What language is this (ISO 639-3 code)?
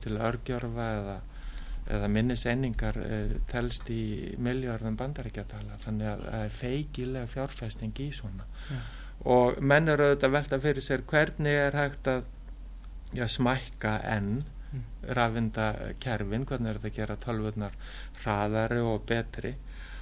isl